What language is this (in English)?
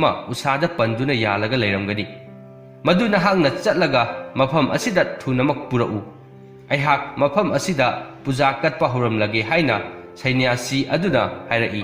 Manipuri